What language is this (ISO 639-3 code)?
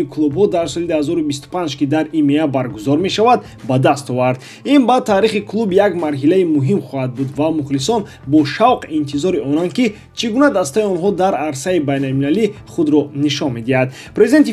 tgk